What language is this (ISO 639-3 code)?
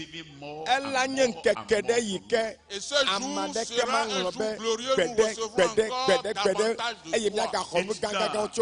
ewe